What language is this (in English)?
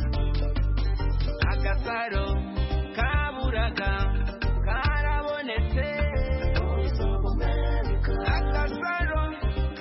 Kinyarwanda